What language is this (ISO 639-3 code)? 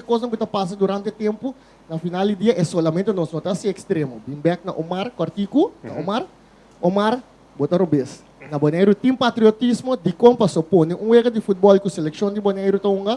pap